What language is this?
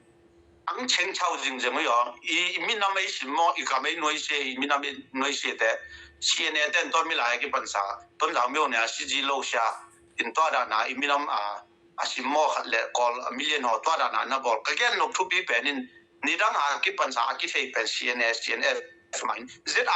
Tedim Chin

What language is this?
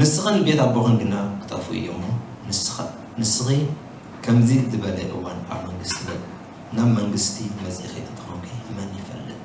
Tigrinya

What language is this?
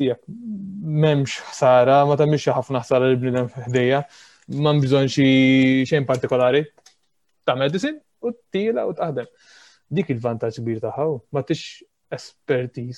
Maltese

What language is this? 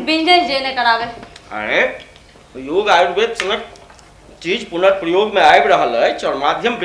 Maithili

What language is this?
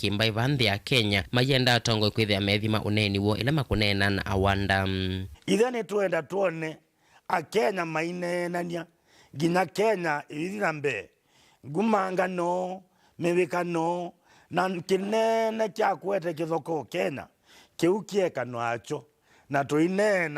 Kamba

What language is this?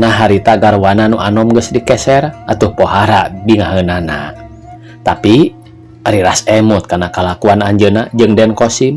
Sundanese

